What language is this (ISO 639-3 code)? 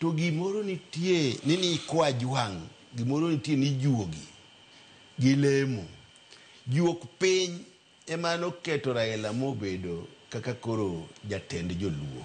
luo